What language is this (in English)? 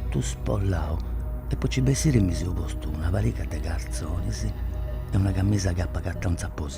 Sardinian